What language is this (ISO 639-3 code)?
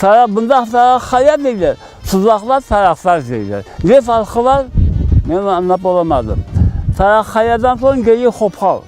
crh